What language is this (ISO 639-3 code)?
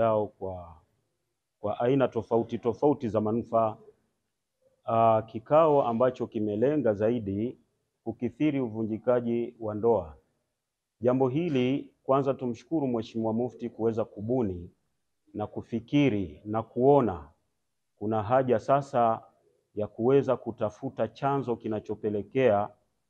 swa